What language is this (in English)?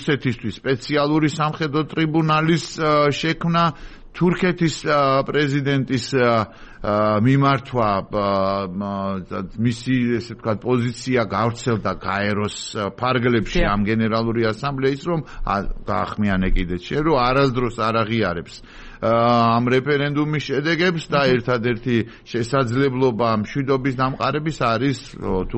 Georgian